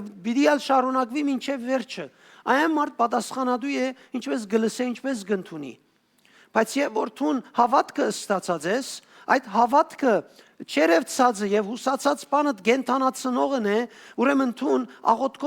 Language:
Western Armenian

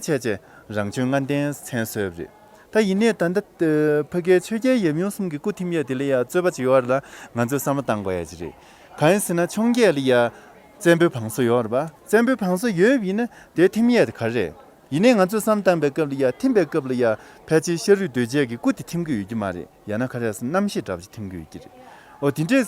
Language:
Tibetan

